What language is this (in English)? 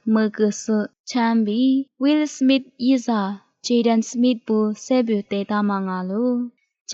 Lisu